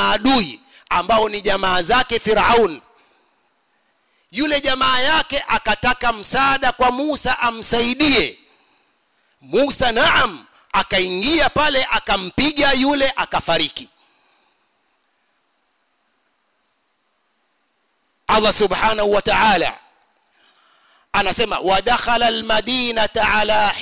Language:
Swahili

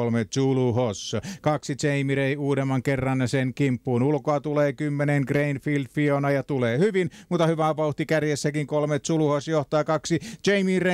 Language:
Finnish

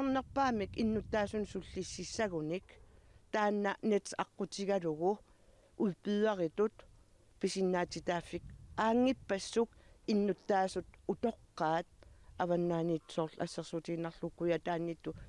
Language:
Kalaallisut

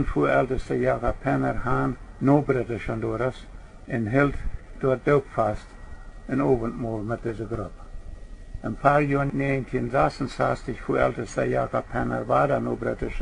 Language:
Plautdietsch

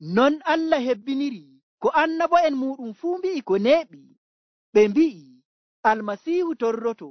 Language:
Nigerian Fulfulde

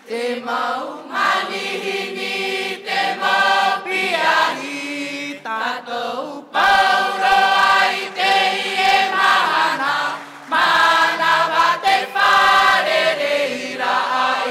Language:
Tahitian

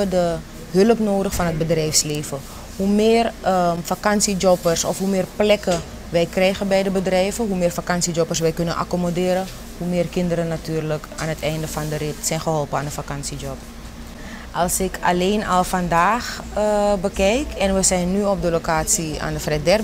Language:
Dutch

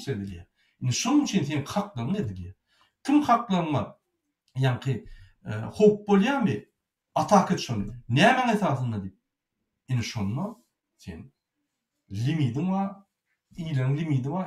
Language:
Turkmen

